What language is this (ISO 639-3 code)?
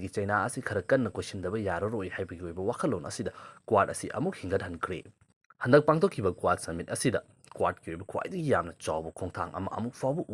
mni